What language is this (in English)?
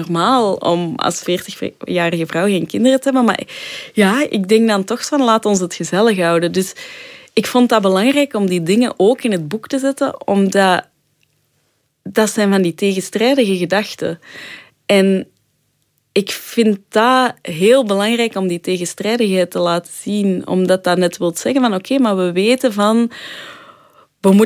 Dutch